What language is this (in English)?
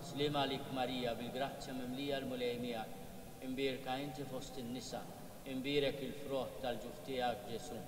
Maltese